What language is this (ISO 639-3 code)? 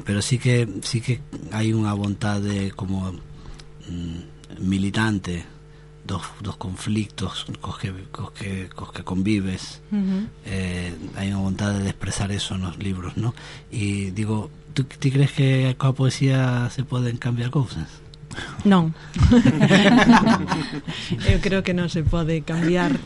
glg